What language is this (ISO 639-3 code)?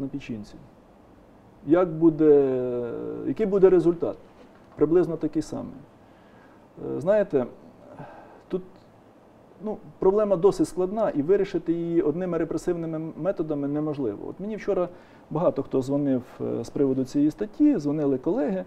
ukr